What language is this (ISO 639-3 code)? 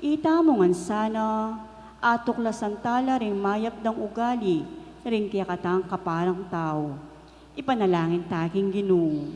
pam